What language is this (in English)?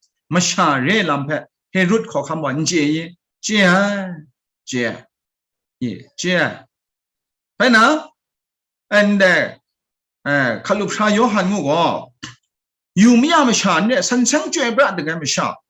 Kachin